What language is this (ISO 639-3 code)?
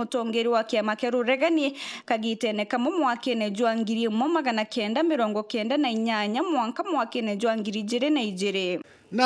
mer